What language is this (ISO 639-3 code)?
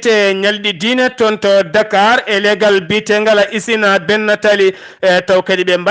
ful